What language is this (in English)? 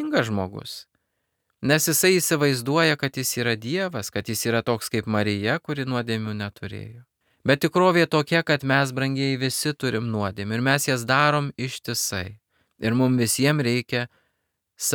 Lithuanian